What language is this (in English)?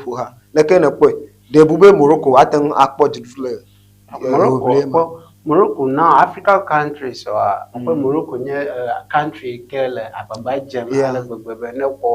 Ewe